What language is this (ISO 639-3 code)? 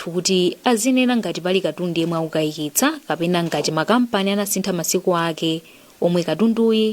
nya